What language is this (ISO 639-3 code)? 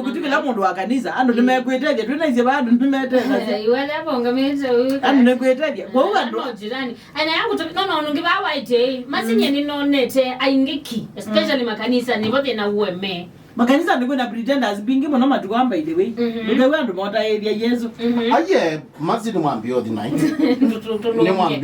kam